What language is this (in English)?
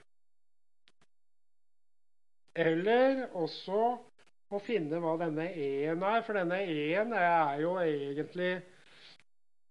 Norwegian